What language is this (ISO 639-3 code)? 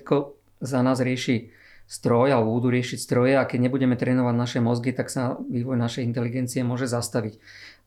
slk